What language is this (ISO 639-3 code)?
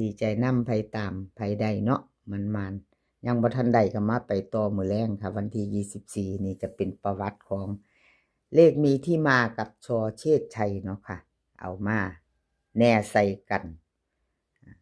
tts